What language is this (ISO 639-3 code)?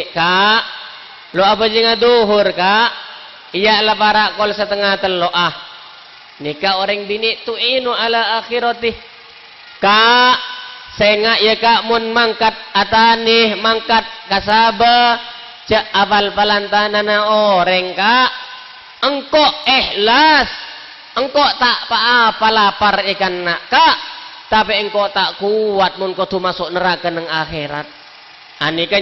mad